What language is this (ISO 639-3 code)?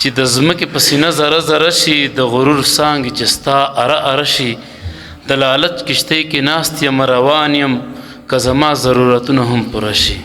pus